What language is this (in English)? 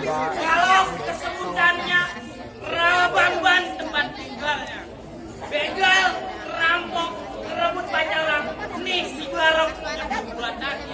Betawi